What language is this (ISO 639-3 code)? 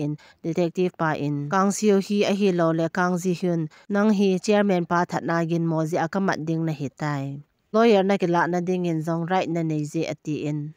tcz